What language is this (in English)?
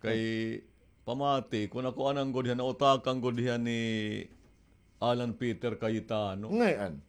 Waray